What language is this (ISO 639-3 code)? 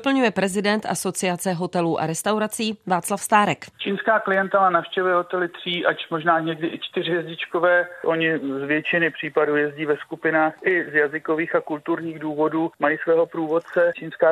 ces